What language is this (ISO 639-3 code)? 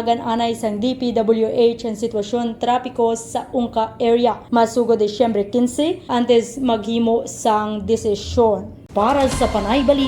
hil